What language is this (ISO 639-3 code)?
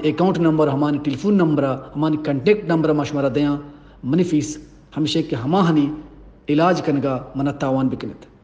bgp